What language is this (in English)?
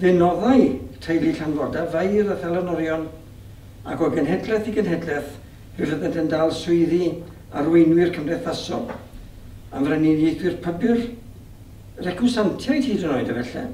Welsh